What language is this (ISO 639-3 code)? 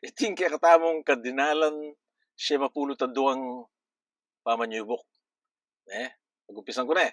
pam